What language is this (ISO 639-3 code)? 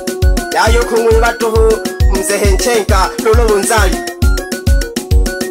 swa